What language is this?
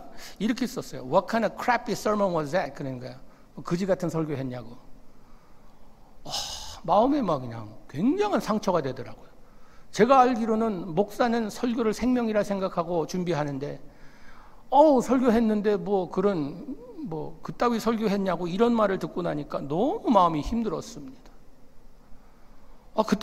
Korean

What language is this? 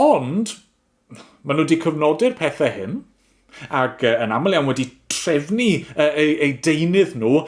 Welsh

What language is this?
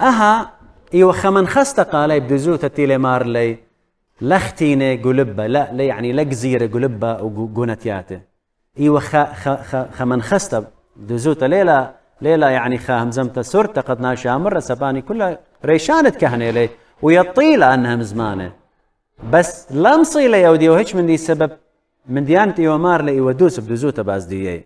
Assyrian Neo-Aramaic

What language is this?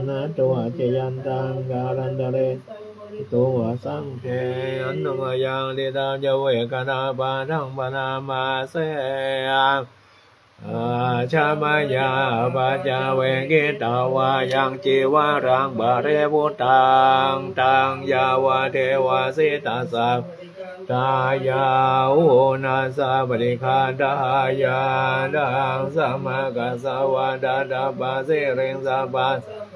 Pali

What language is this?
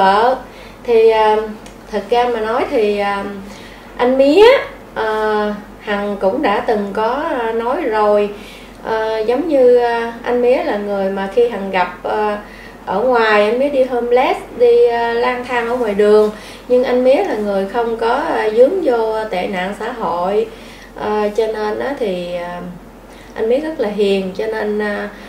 Vietnamese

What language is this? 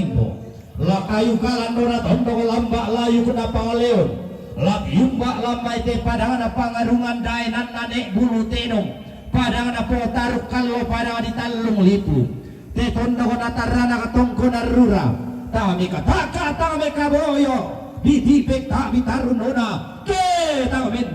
Toraja-Sa'dan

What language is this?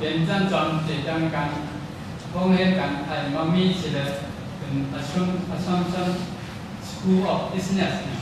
Shan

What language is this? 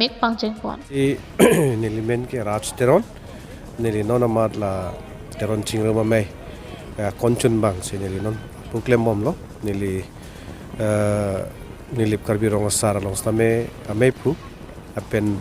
Karbi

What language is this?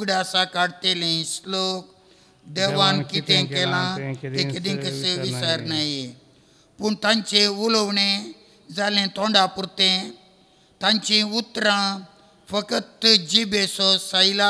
Konkani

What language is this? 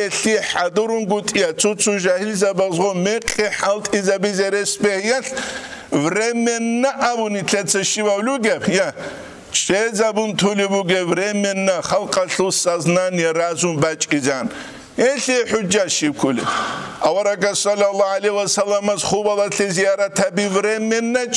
Avaric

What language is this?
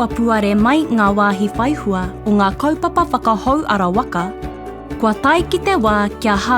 Māori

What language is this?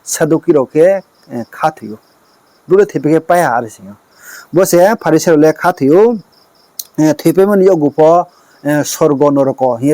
Riang (India)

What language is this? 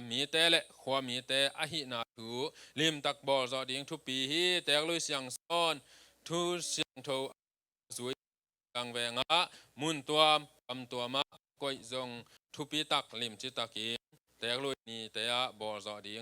Tedim Chin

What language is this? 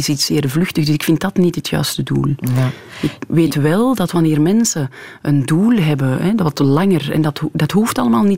Dutch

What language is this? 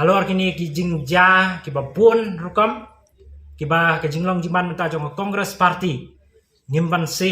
Khasi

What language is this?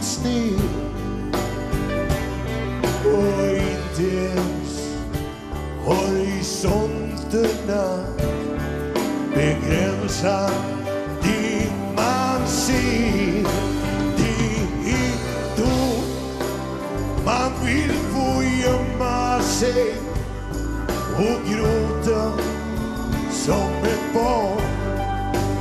Swedish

